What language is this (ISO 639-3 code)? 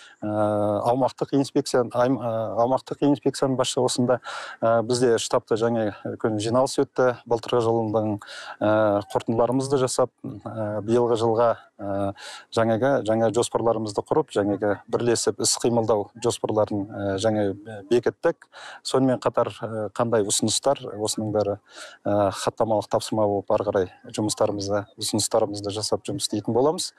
kaz